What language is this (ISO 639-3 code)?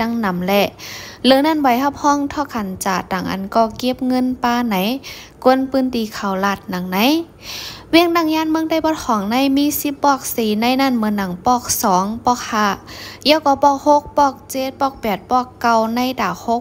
shn